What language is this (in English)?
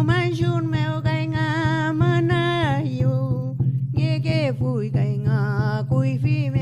Mapuche